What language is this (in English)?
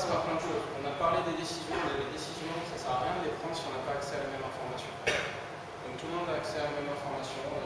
French